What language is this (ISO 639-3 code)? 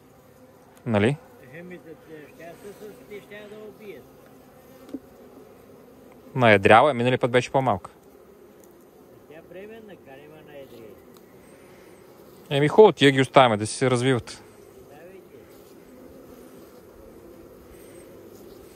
bul